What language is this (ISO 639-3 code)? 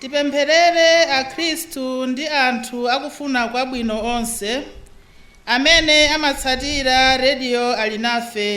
nya